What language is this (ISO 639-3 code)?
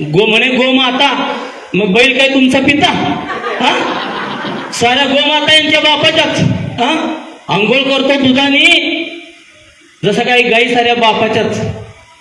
mar